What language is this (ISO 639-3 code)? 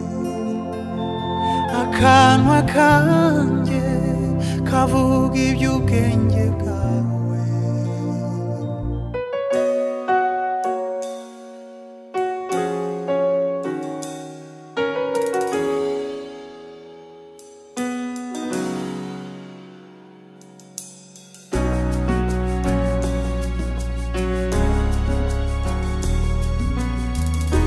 kin